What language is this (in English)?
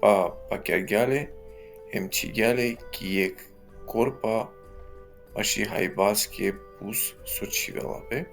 Balkan Romani